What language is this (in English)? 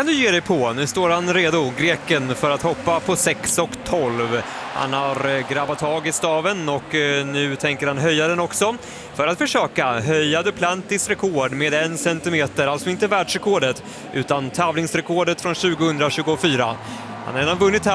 Swedish